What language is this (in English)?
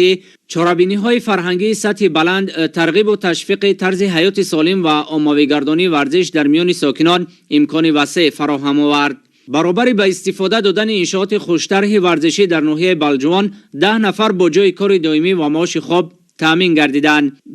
Tajik